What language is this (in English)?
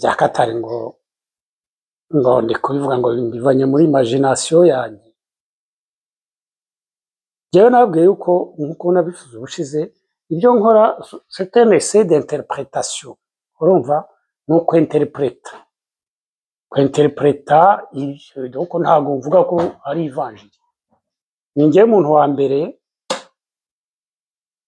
Kinyarwanda